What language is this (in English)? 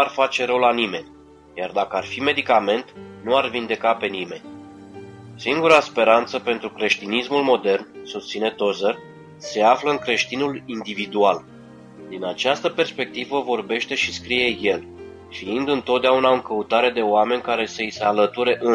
Romanian